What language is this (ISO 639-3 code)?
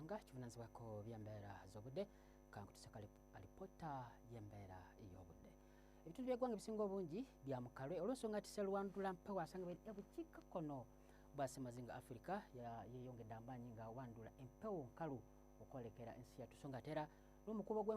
lug